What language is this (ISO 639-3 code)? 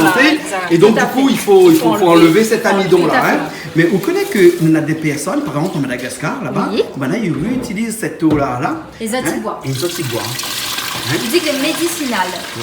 rcf